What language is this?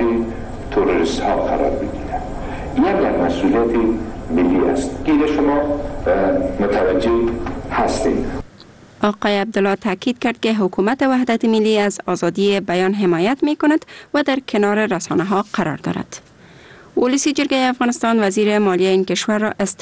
Persian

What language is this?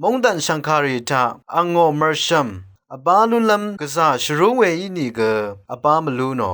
Rawang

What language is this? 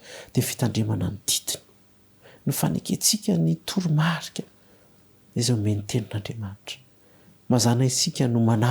Malagasy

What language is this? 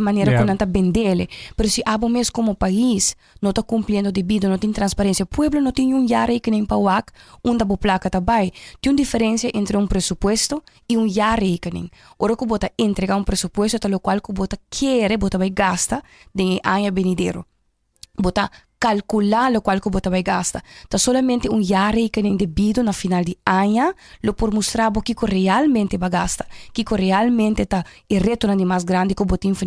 Papiamento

